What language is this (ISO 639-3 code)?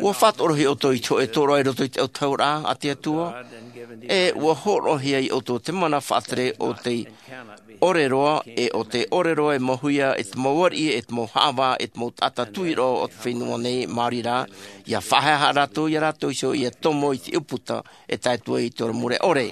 tah